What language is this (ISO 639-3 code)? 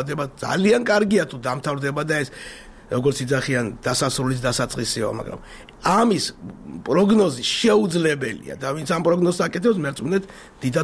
kat